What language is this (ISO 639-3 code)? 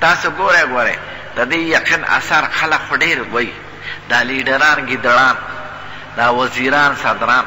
pus